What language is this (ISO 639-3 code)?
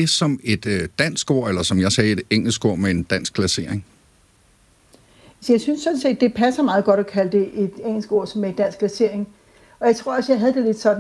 dan